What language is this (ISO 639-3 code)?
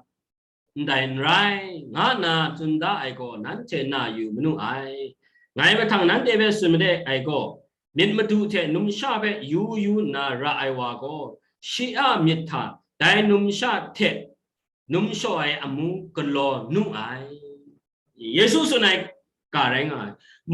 kac